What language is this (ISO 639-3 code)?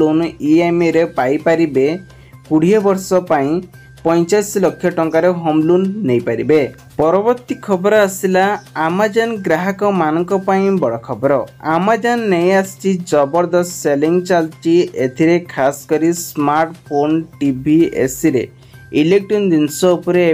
ori